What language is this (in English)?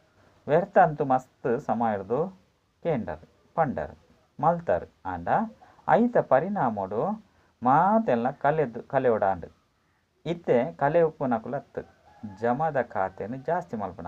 Tulu